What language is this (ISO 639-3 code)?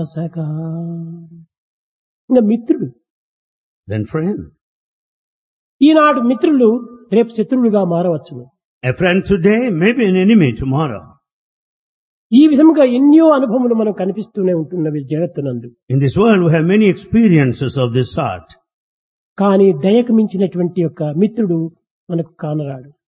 tel